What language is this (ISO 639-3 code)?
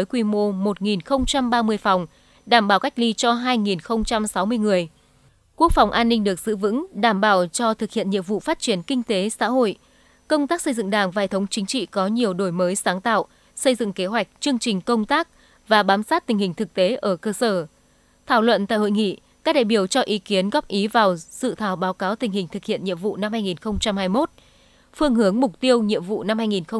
vie